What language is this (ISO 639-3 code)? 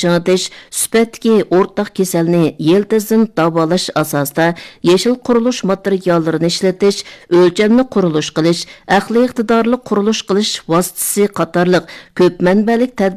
uig